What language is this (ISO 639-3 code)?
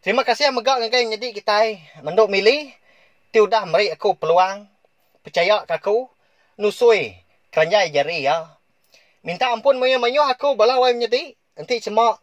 iba